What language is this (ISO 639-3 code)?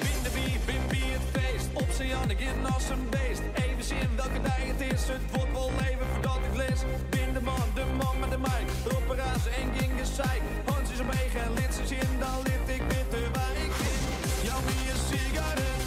fry